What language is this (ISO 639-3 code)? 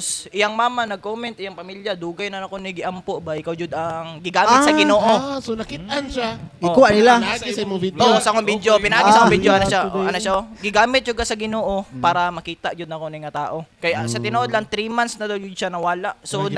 ceb